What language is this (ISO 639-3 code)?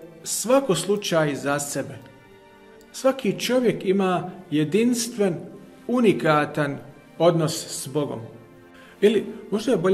bos